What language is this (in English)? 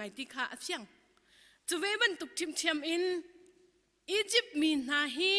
Hakha Chin